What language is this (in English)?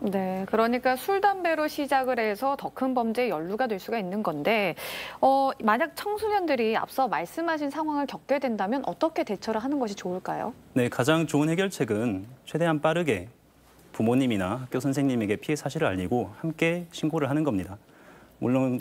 Korean